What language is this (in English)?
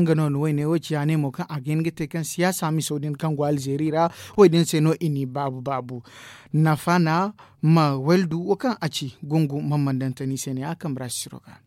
Zarma